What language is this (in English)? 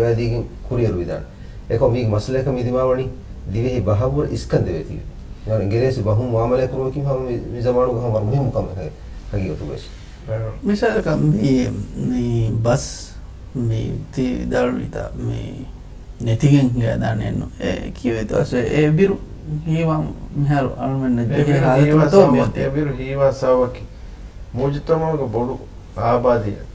Divehi